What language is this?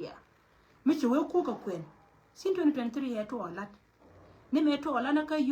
Nuer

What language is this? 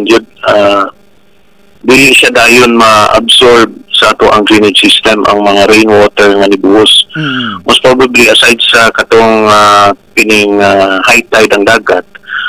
Cebuano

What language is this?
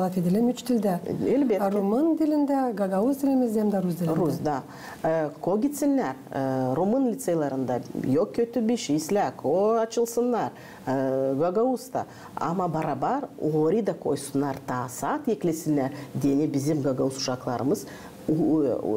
Gagauz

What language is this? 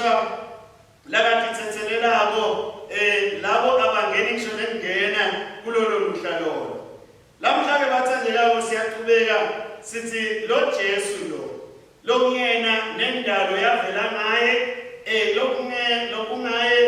Swati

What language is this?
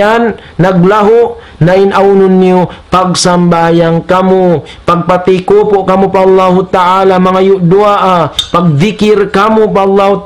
Tausug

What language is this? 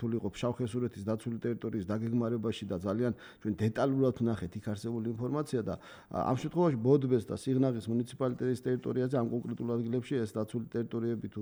Georgian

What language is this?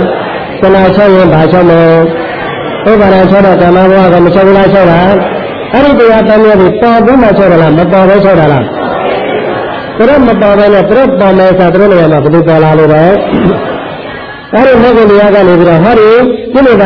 Burmese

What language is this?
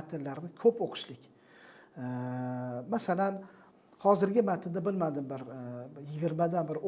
Uzbek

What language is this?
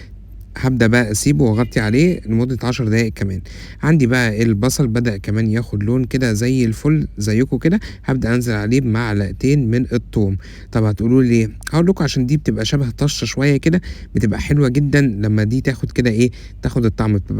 Egyptian Arabic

